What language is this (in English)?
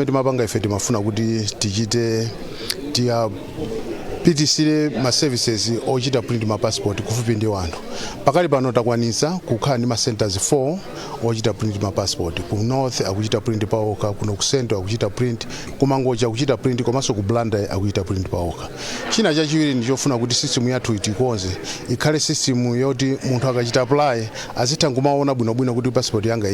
Nyanja